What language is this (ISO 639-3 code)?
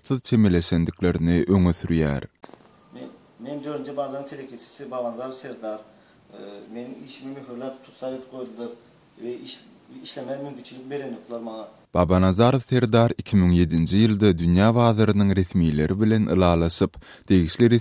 tuk